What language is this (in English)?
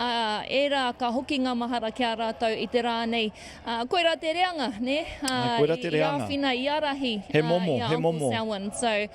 Māori